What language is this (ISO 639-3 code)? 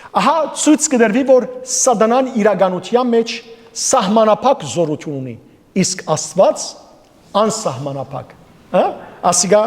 hyw